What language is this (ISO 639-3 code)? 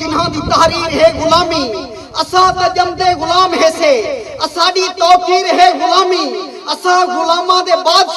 skr